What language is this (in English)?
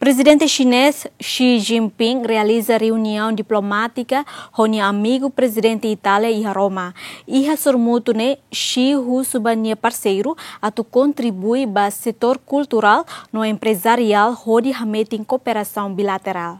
Tetum